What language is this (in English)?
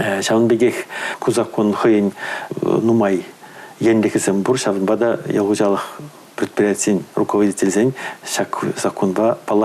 Chuvash